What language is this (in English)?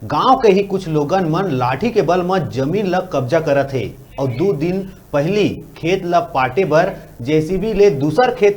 Chhattisgarhi